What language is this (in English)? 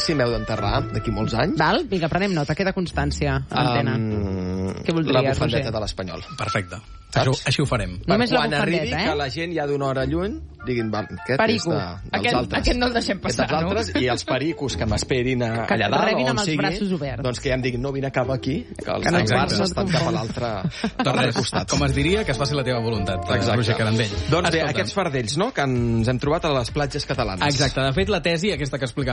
Catalan